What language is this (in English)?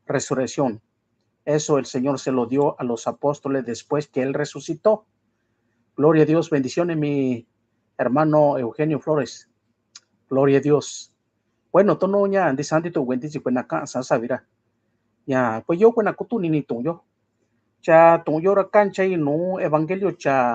Mixtepec Mixtec